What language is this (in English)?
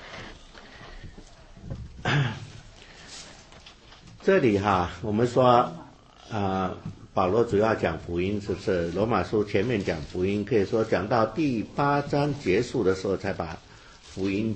Chinese